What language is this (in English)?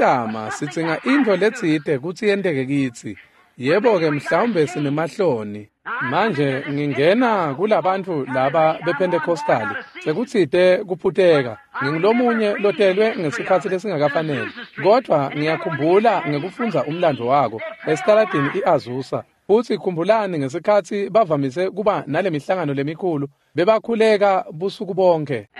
Swati